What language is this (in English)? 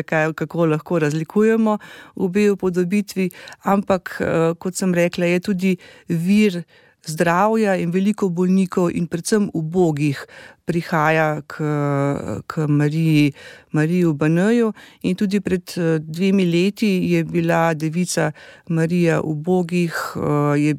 Slovenian